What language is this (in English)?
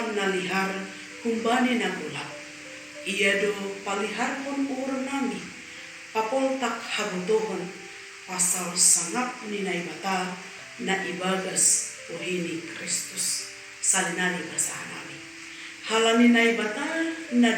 Batak Simalungun